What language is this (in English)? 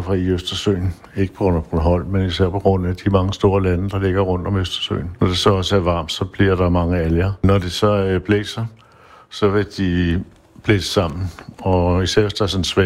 Danish